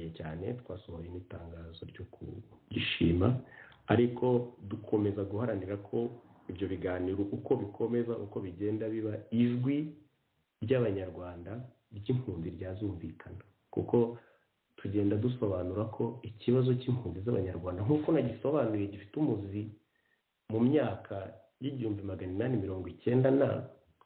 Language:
Kinyarwanda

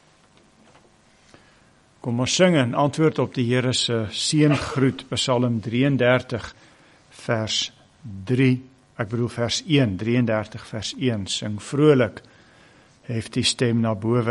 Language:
Afrikaans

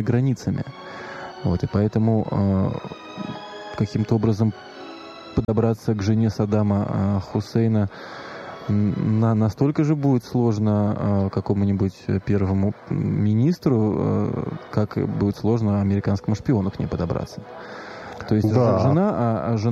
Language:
Russian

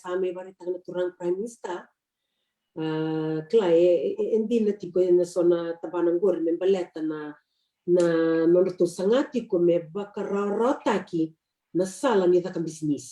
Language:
Fijian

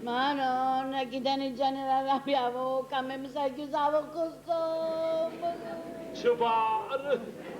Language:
Neapolitan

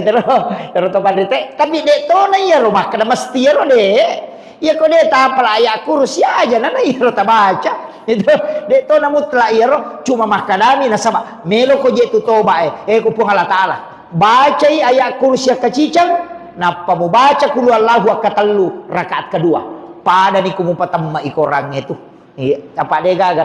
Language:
Buginese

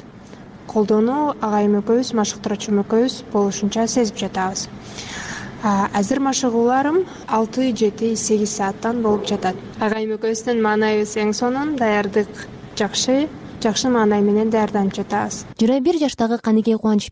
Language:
Kyrgyz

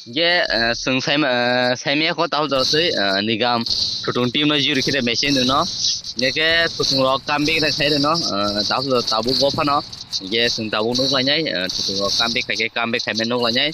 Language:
Kok Borok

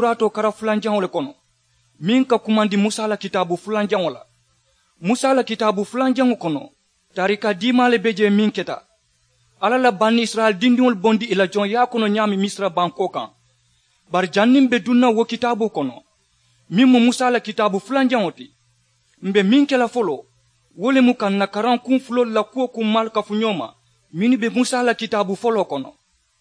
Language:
Mandingo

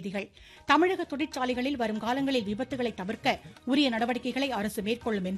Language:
Tamil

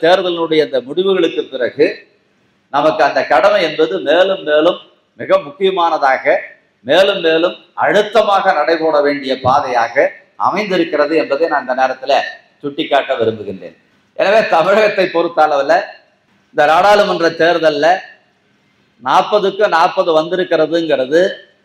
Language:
Tamil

